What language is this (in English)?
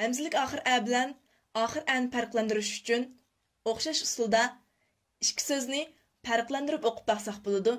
Uyghur